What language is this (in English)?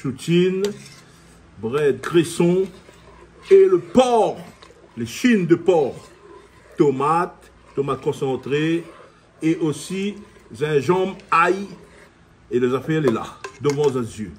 Réunion Creole French